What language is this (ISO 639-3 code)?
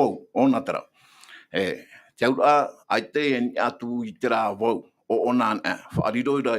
tah